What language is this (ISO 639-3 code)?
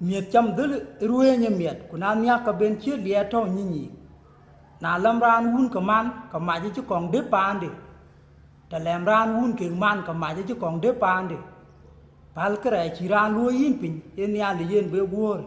din